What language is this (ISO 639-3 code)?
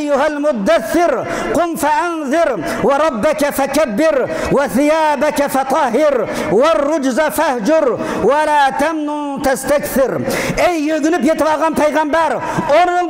uig